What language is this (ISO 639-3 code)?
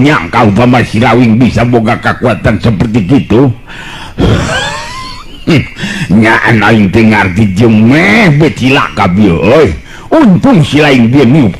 sun